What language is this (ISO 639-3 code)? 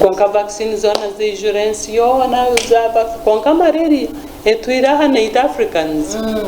nyn